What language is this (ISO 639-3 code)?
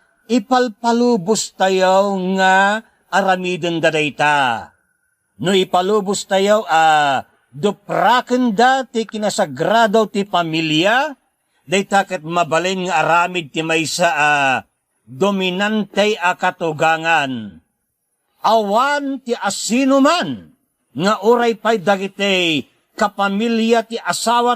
ilo